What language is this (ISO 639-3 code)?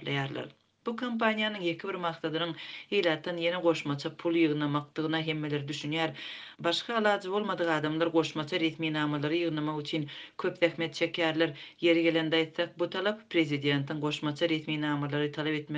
tuk